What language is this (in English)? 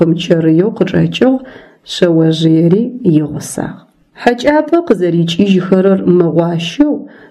Adyghe